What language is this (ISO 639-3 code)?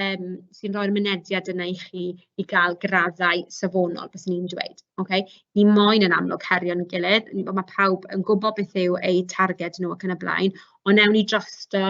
cym